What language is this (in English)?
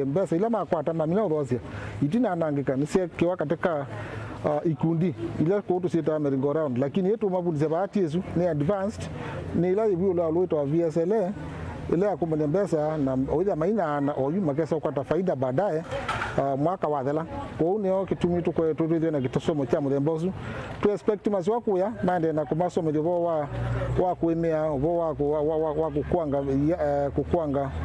Kamba